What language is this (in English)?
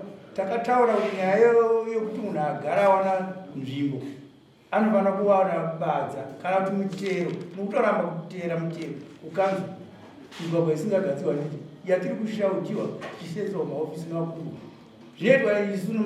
Shona